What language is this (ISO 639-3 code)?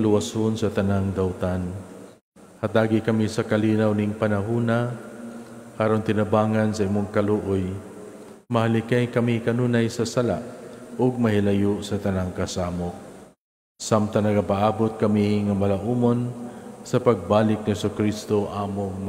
ceb